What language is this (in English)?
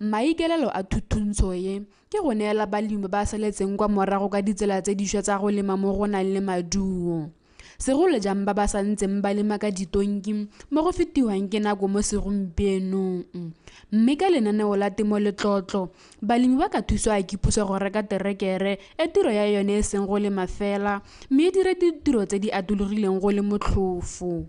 Tswana